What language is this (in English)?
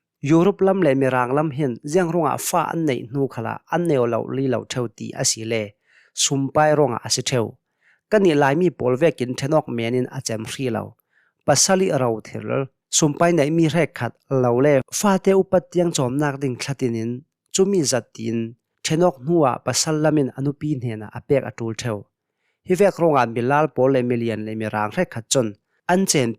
Hakha Chin